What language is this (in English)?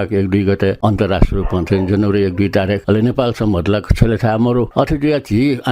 Newari